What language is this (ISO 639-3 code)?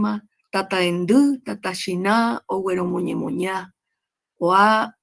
grn